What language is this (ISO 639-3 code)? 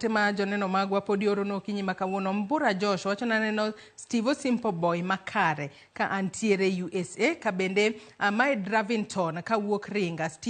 luo